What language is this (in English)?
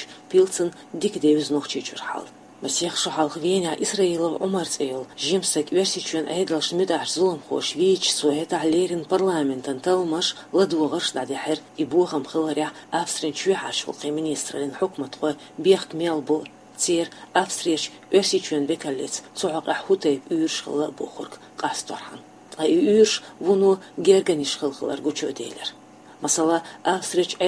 Chechen